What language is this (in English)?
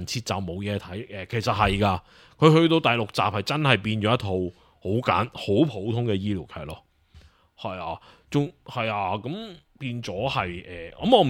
Cantonese